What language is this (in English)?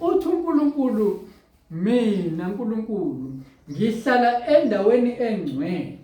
Zulu